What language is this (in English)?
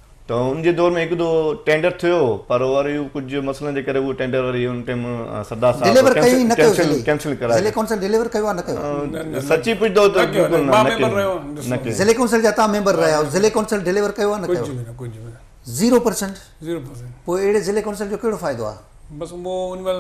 Sindhi